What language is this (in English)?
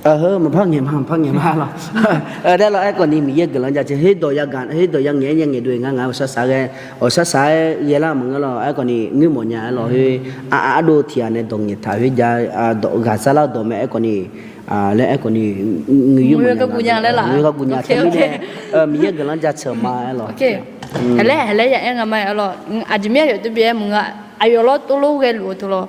Akha